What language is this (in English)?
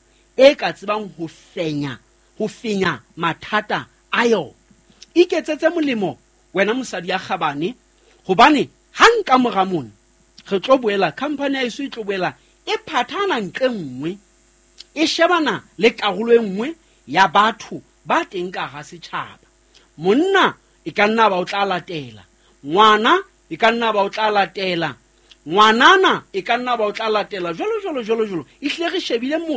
Southern Sotho